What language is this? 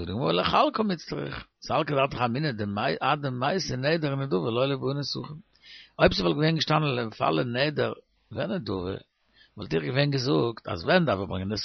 Yiddish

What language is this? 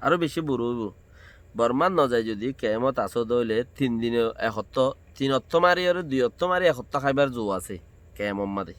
Rohingya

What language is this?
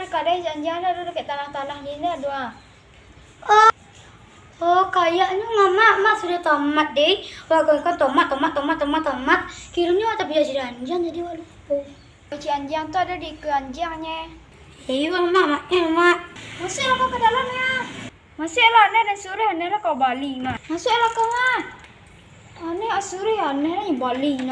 Minangkabau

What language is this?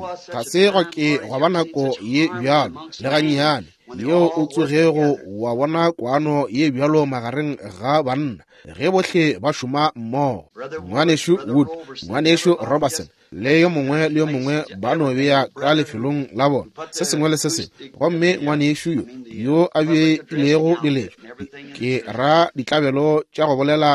Northern Sotho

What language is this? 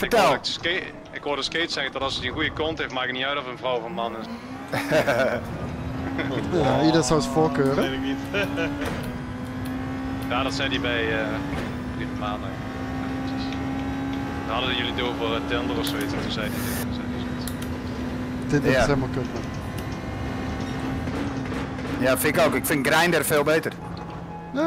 Dutch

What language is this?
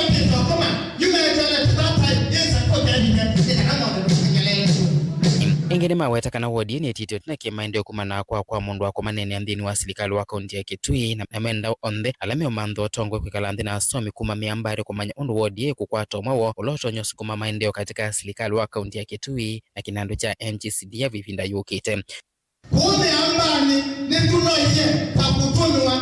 Kamba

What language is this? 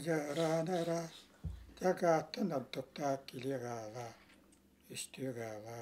Yakut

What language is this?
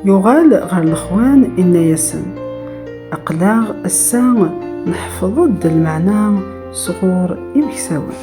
Kabyle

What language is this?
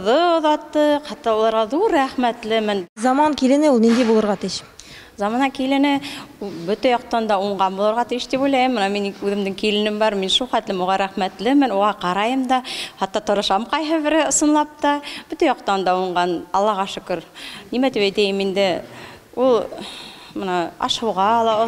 Bashkir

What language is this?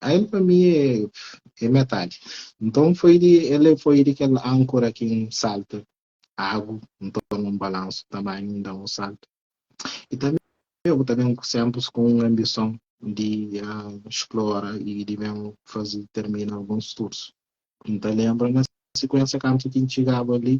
Kabuverdianu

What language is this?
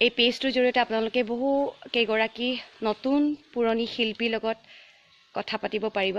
Assamese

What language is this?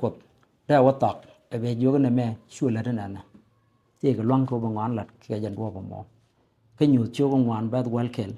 Nuer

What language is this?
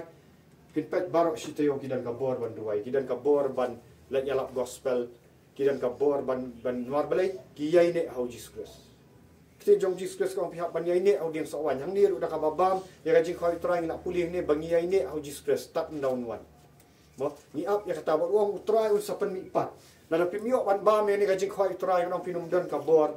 Khasi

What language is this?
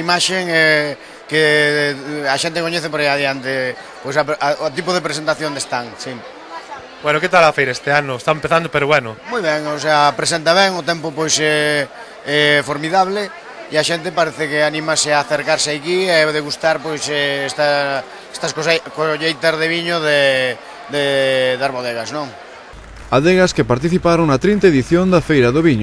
Galician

